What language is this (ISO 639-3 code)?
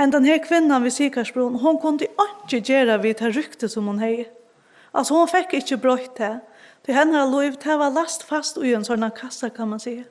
fao